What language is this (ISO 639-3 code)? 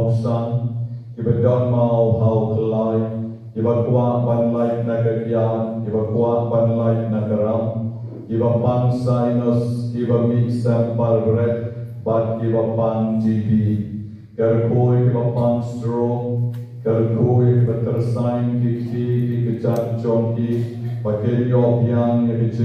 kha